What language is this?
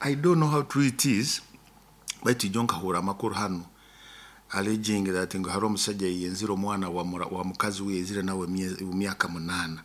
Nyoro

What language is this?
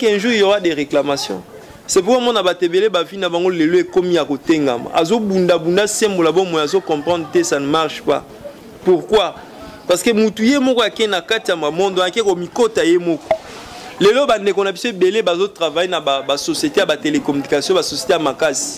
Lingala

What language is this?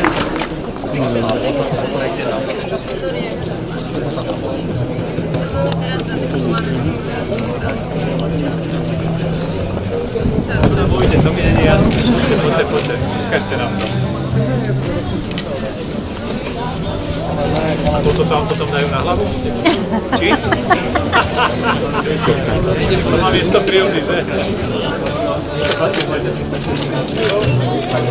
Slovak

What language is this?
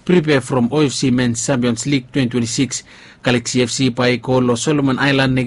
Bislama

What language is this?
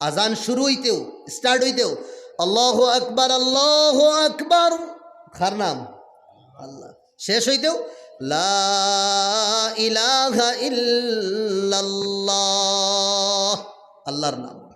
Sylheti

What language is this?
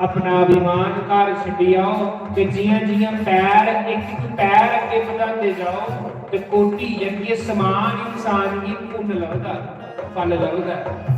Dogri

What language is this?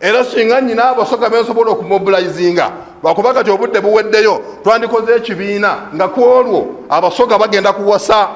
Ganda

